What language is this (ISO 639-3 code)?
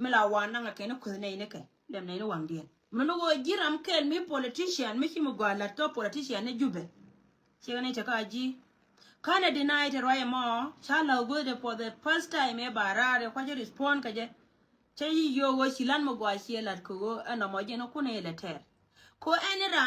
nus